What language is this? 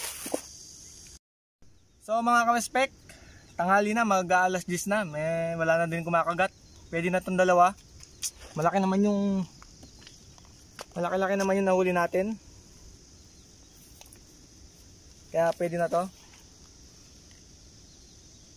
Filipino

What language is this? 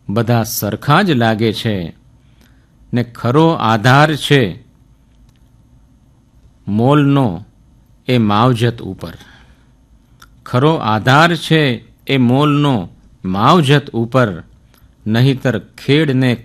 Gujarati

